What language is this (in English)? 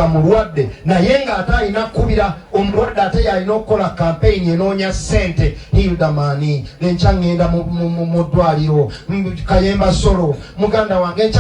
Ganda